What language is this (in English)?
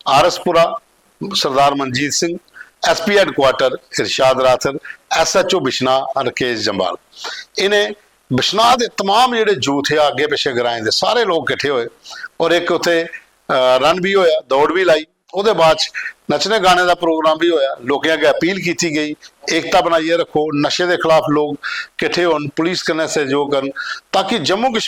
Dogri